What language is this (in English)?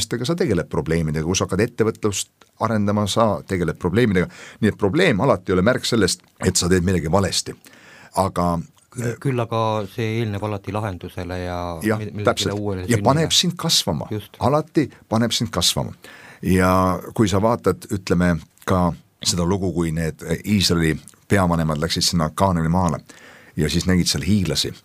Estonian